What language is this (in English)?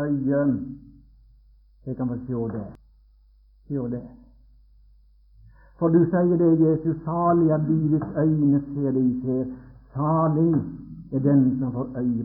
Norwegian